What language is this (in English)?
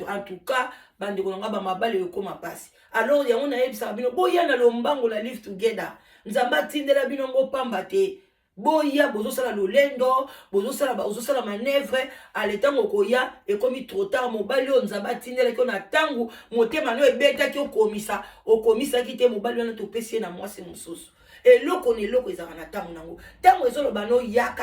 Lingala